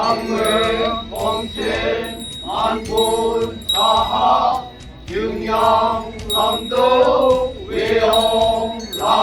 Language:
Naga Pidgin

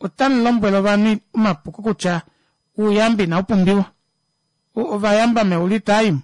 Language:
Kuanyama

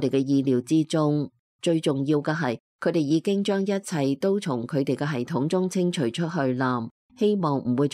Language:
Cantonese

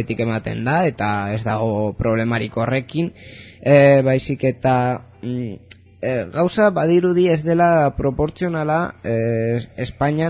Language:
Basque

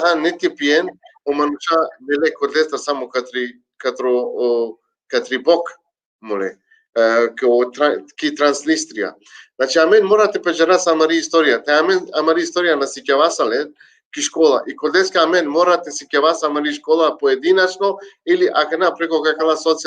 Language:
Balkan Romani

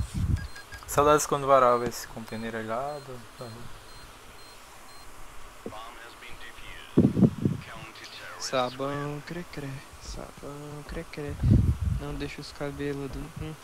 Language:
Portuguese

